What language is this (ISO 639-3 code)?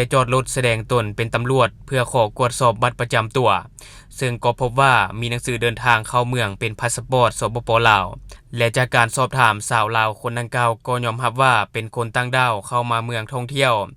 lao